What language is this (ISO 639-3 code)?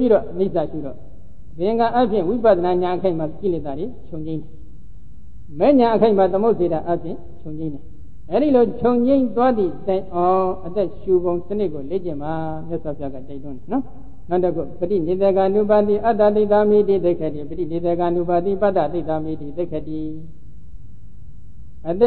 mya